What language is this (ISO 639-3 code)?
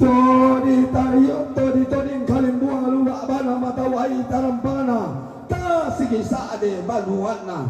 sda